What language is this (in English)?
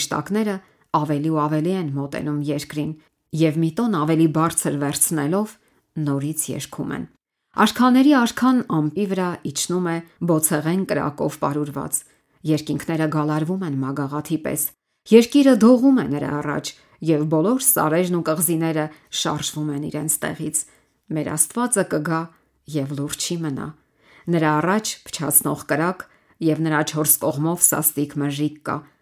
Armenian